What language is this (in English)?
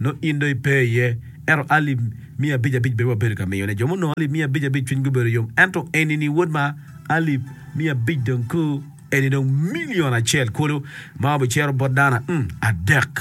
Acoli